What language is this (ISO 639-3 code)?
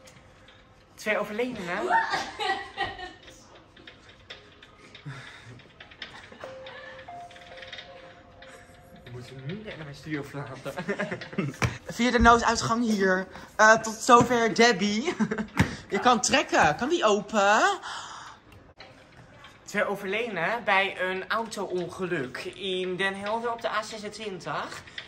nld